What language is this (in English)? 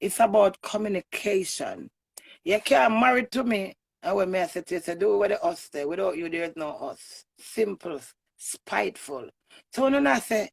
Jamaican Creole English